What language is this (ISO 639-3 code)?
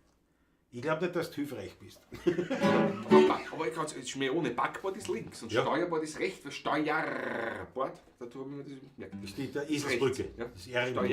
bar